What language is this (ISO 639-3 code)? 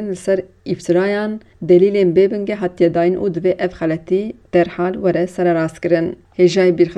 kur